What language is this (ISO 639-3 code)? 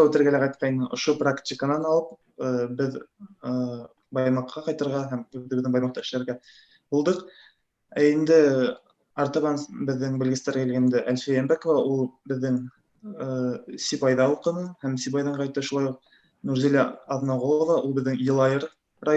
bak